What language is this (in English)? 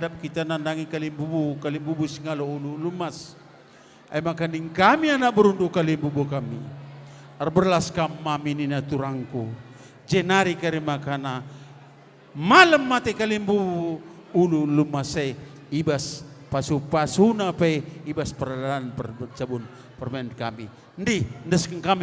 Batak Karo